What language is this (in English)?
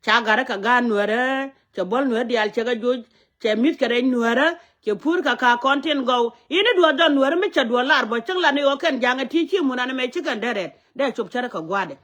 Nuer